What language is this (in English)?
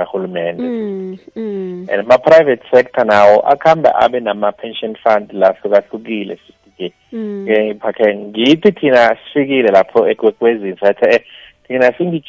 South Ndebele